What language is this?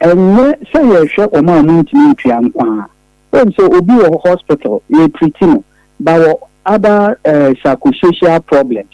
Akan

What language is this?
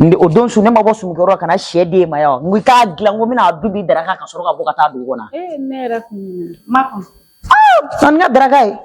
Bambara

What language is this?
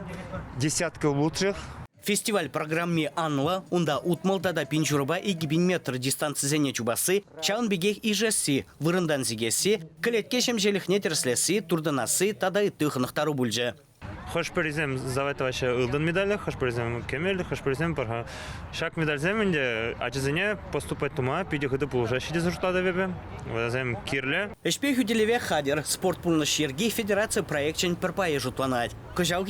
Chuvash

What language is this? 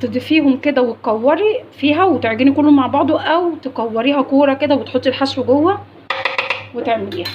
Egyptian Arabic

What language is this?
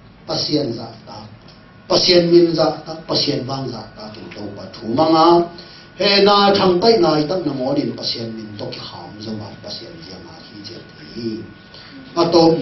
Tedim Chin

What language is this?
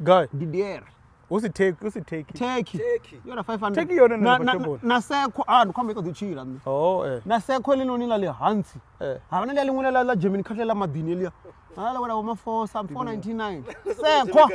Venda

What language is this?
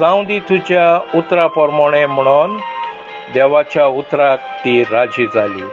Konkani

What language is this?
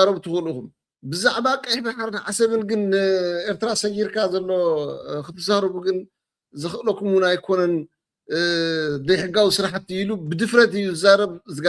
Tigrinya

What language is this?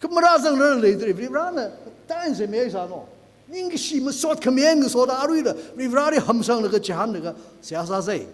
Tangkhul Naga (India)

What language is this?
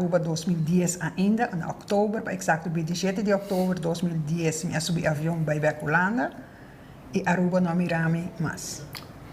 Papiamento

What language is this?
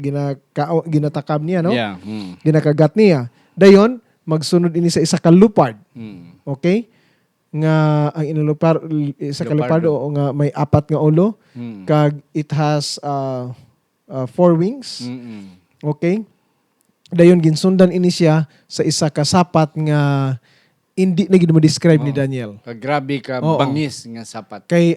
Hiligaynon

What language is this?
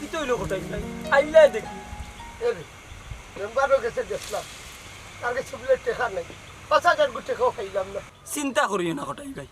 Sylheti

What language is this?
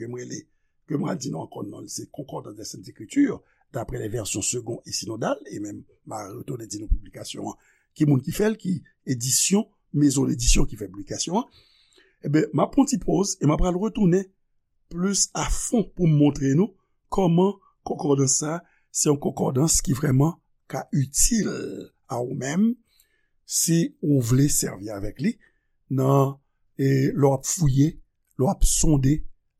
Haitian Creole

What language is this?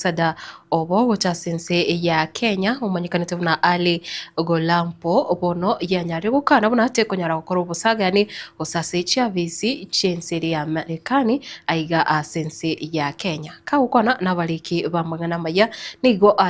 Gusii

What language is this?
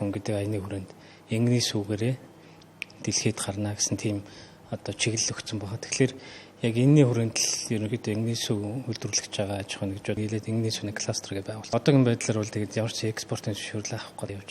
Mongolian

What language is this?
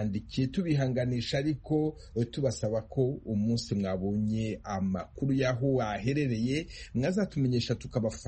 Kinyarwanda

